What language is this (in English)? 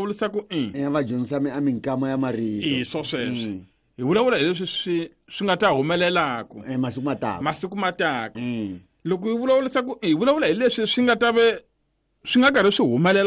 Tsonga